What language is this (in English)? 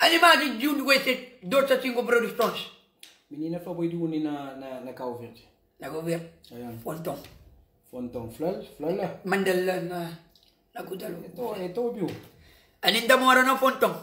Kabuverdianu